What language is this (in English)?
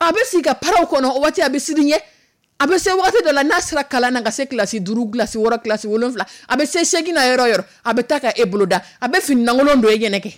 Dyula